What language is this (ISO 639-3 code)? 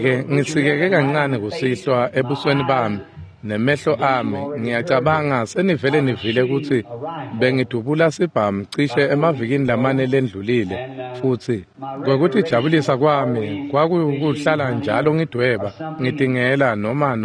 ssw